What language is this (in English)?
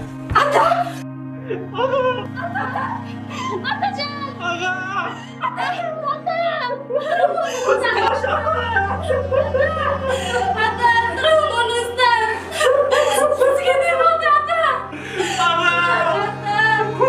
Kazakh